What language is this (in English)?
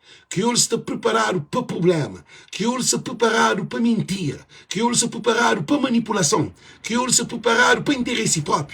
Kabuverdianu